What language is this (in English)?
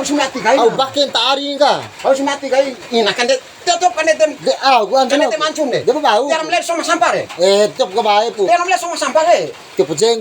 Bima